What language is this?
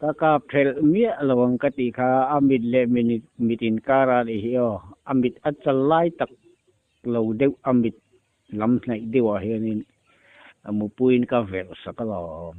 Mizo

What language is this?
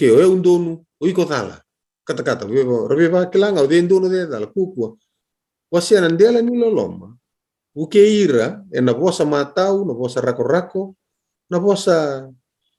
Fijian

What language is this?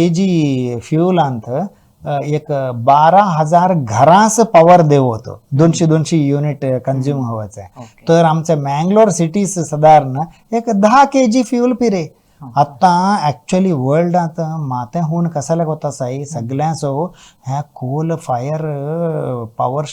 Konkani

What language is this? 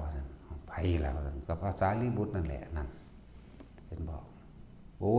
Northeastern Thai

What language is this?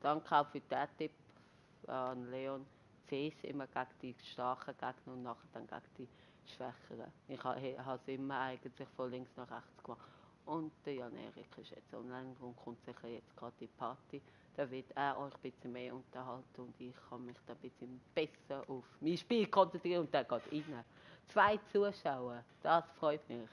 Swiss German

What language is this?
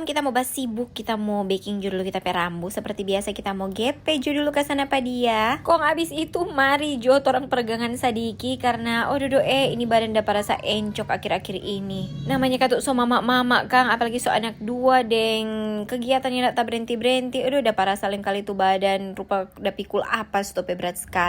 Manado Malay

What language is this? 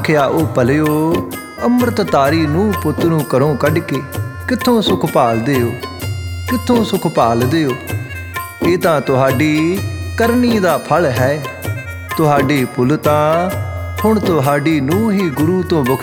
Punjabi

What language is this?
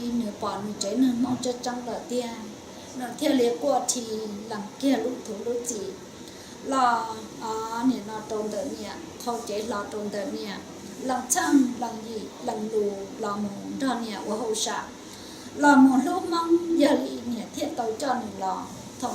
Hmong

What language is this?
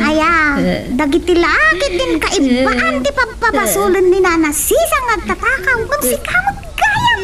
Iloko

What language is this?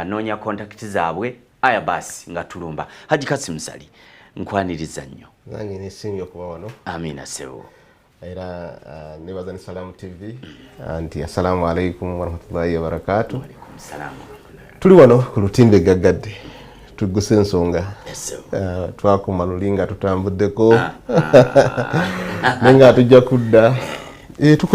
Ganda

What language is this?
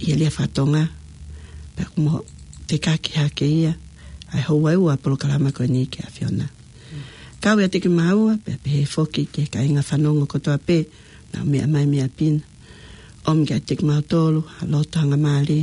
Tongan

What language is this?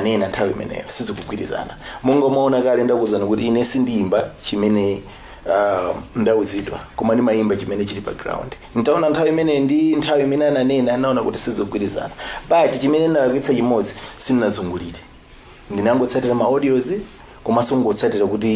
Nyanja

